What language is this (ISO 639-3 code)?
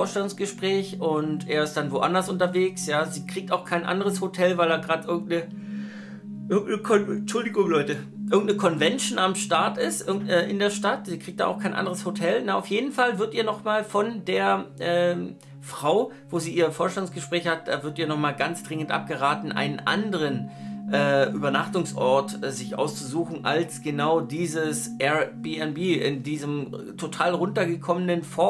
deu